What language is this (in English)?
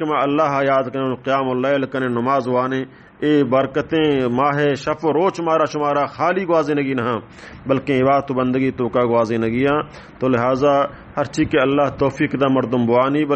Baluchi